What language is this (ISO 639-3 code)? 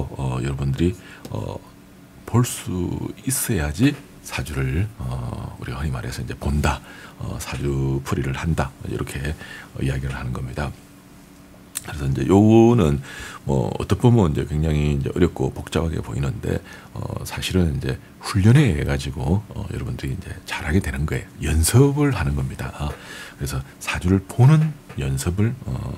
kor